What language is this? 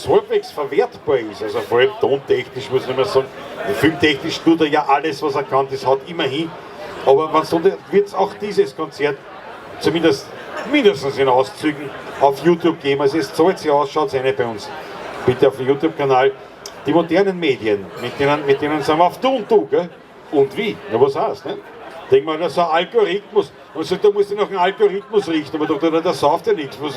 Bavarian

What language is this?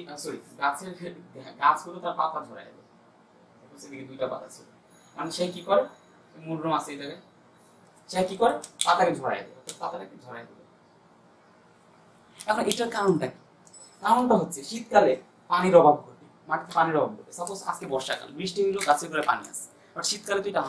Bangla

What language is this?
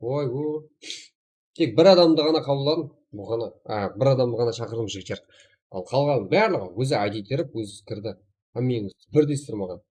Kara-Kalpak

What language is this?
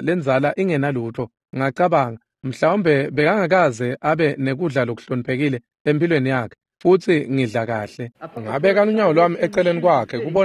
Swati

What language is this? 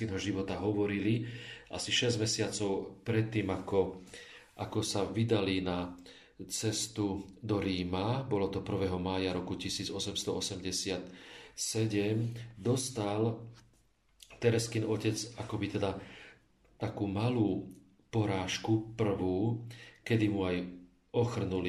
Slovak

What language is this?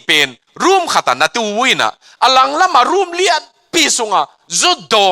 Tedim Chin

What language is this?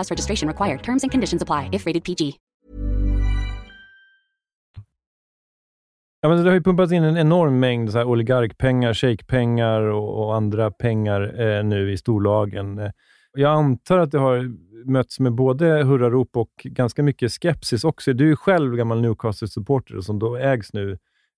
Swedish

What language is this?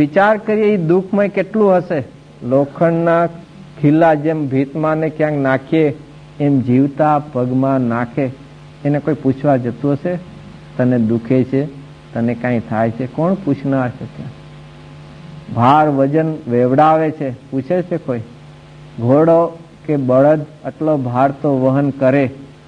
Gujarati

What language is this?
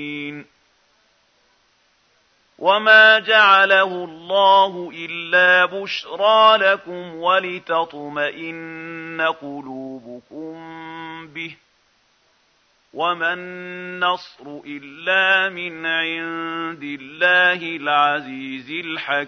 Arabic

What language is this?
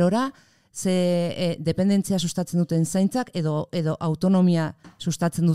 Basque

